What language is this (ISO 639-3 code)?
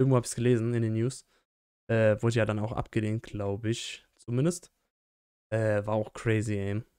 deu